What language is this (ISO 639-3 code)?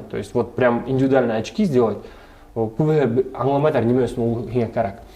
bak